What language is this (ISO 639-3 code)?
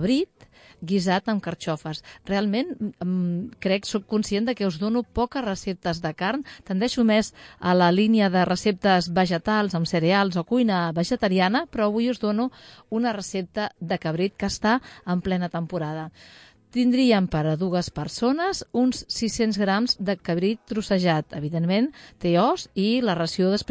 cat